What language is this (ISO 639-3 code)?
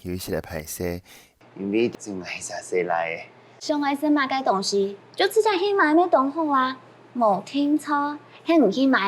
hak